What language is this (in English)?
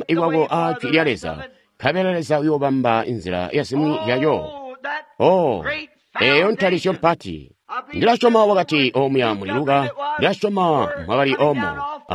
Tonga (Zambia)